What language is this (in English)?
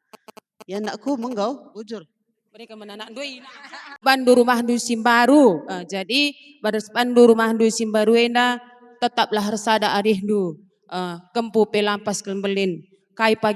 Batak Karo